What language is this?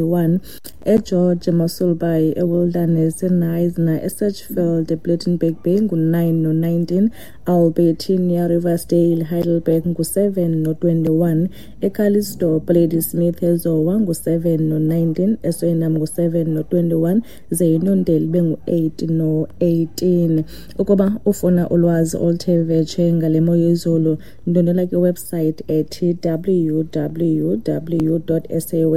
Xhosa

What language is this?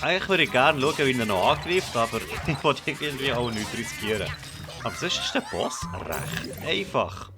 Swiss German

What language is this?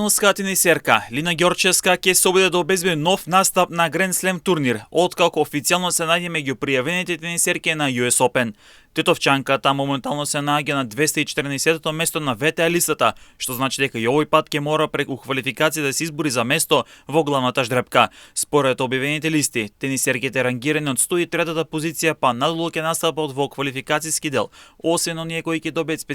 Macedonian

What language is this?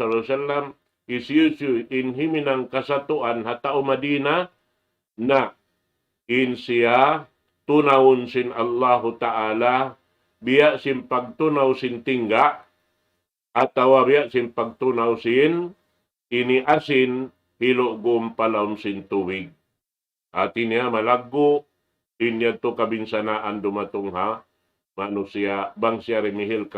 Tausug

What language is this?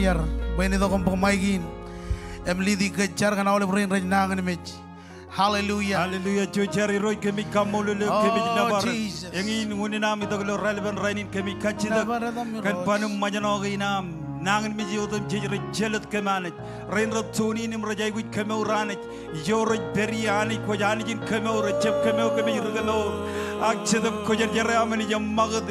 Marshallese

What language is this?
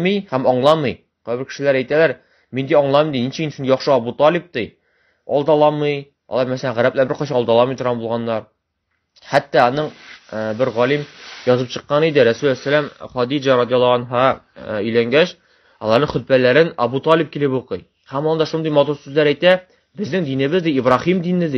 Tatar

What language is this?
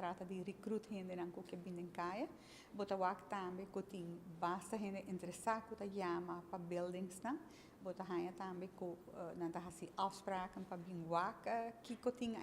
Papiamento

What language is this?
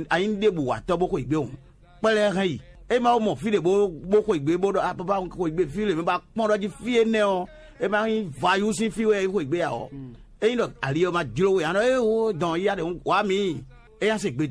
Fon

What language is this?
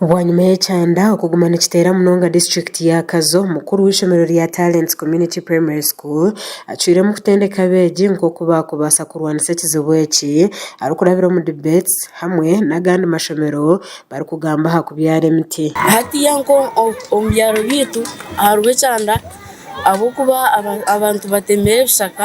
Nyankole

